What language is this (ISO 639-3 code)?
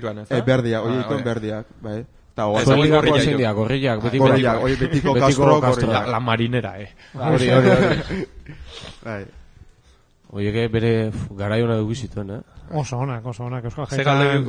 eus